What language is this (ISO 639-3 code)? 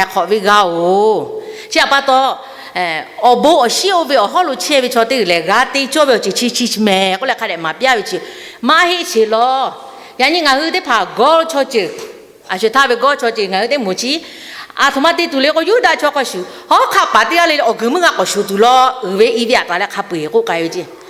lhu